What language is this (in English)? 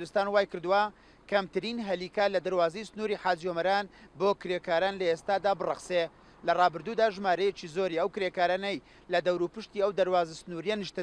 Central Kurdish